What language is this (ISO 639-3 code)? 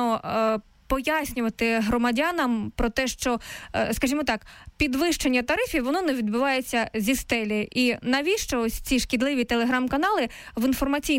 ukr